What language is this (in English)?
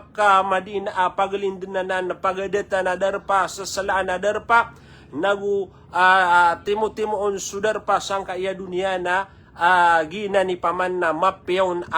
Maranao